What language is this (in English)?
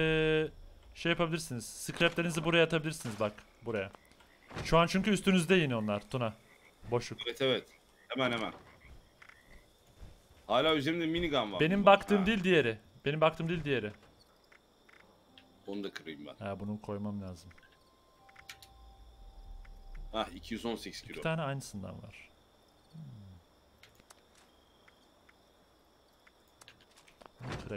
Turkish